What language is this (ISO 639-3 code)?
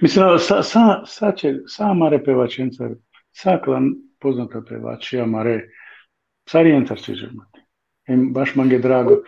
rmn